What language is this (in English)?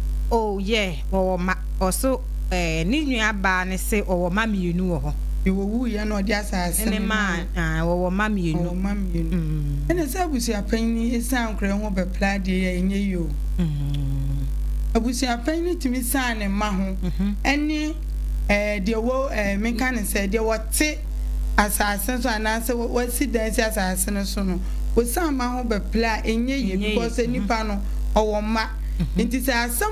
Akan